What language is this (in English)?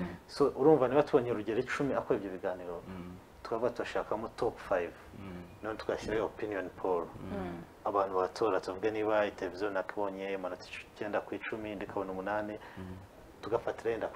Kinyarwanda